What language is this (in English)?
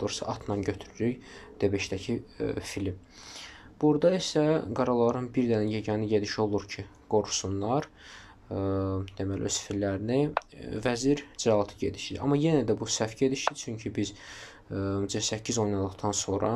Azerbaijani